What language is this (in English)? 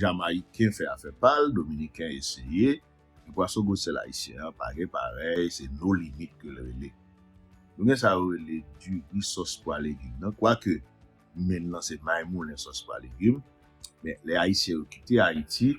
Haitian Creole